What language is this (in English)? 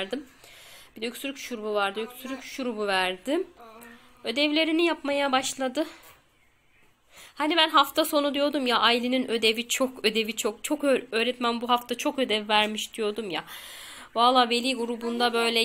Turkish